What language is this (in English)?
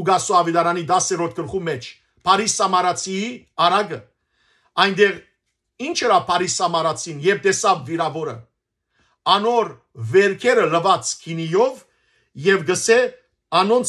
Western Armenian